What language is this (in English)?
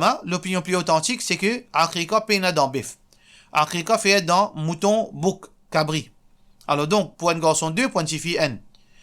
Morisyen